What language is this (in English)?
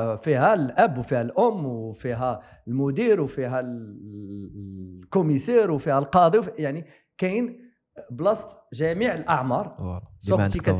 Moroccan Arabic